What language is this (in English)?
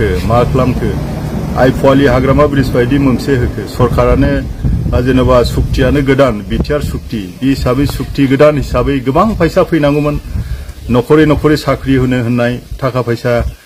Bodo